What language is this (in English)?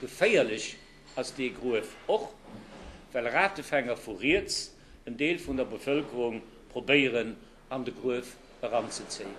Luxembourgish